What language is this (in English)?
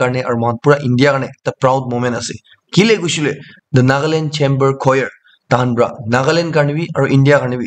Naga Pidgin